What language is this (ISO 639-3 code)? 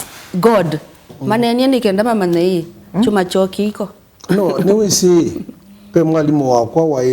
kam